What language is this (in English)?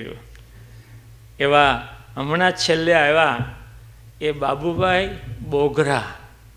Gujarati